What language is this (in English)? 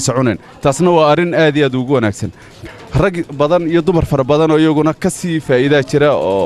Somali